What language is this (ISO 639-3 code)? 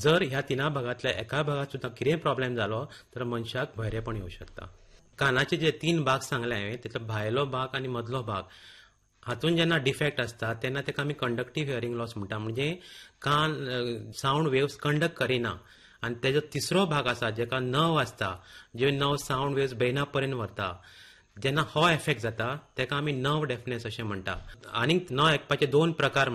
kok